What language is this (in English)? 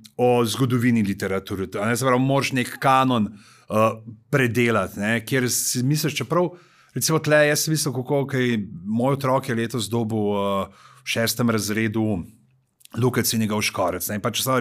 Slovenian